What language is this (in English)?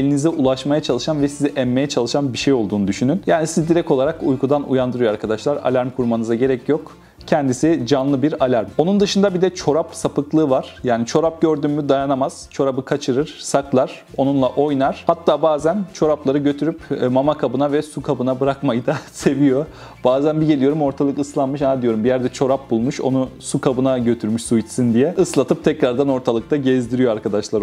Turkish